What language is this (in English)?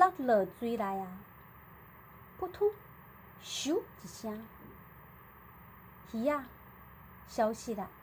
Min Nan Chinese